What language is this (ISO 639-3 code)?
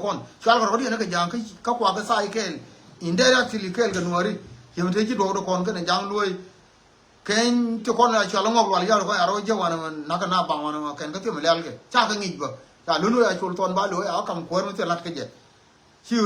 nus